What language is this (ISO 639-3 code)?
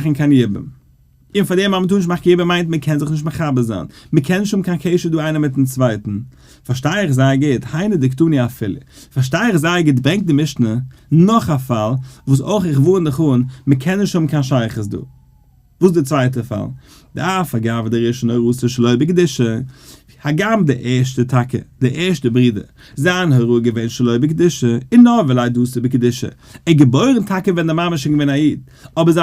yid